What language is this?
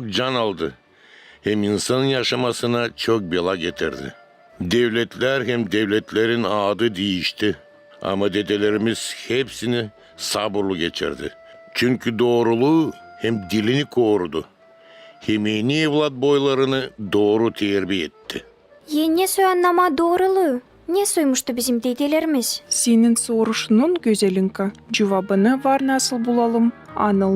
Gagauz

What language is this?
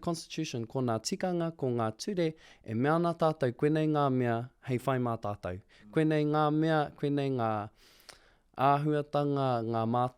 Māori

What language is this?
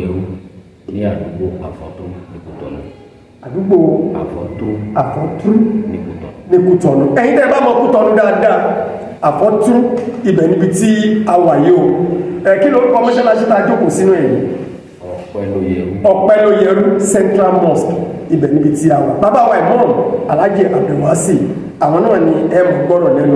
Yoruba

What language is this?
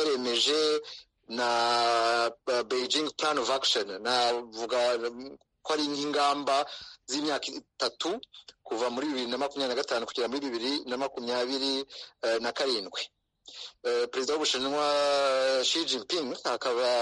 Kinyarwanda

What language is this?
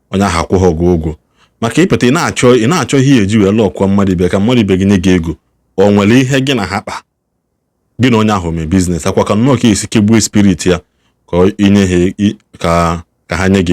Igbo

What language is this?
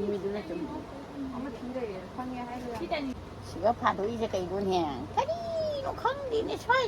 Manipuri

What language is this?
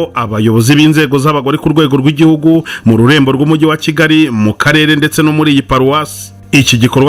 Kinyarwanda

